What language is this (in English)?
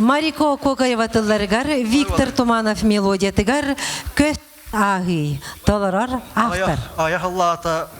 Yakut